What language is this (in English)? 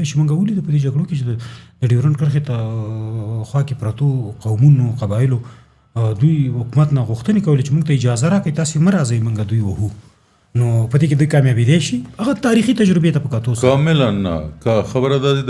Pashto